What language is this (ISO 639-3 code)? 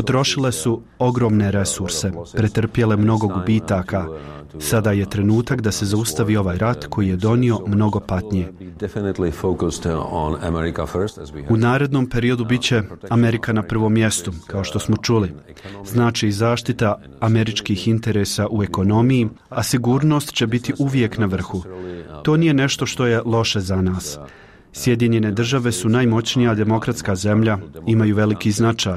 bos